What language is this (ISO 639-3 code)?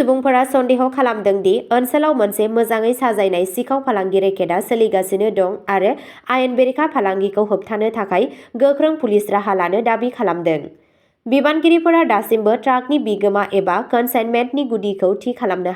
brx